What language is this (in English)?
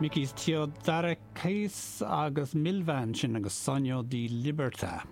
Irish